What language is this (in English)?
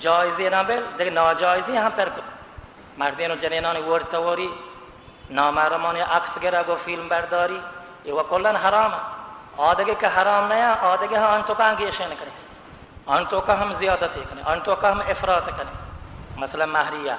Baluchi